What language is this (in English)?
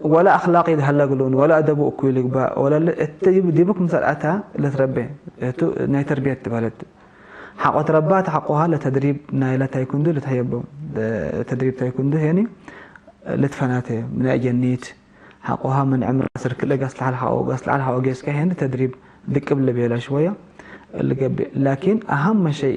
Tigre